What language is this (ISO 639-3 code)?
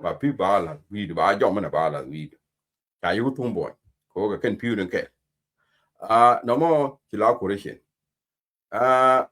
nus